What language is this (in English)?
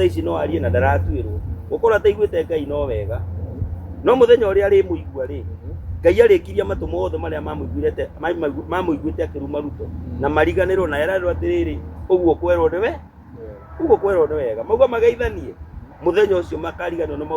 Kikuyu